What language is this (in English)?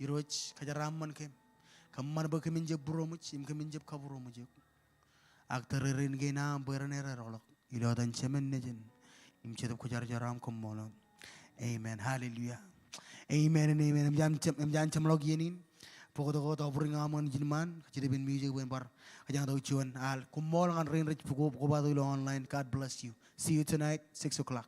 Marshallese